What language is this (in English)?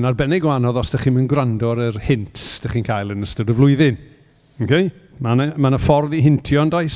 Welsh